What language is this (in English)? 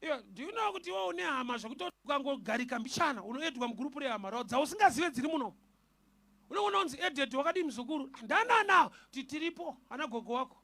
Shona